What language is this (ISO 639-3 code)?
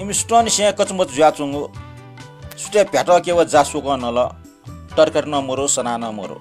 new